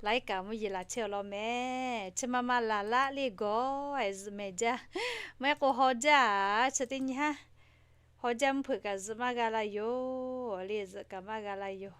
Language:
Lahu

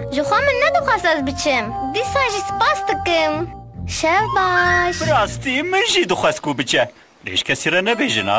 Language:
Kurdish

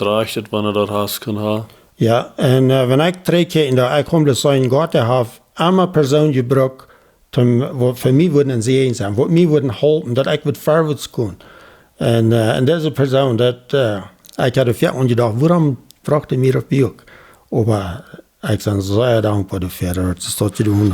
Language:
Plautdietsch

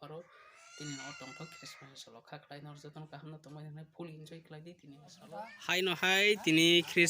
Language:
Kok Borok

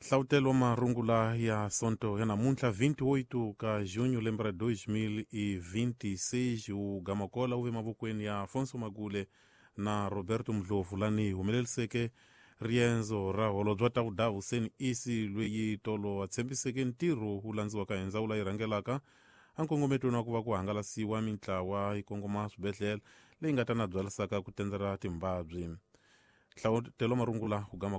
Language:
Tsonga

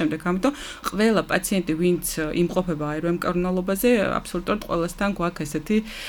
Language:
Georgian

